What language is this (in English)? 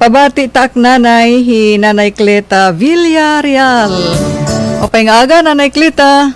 Waray